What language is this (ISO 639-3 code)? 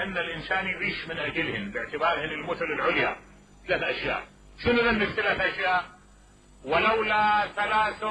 acm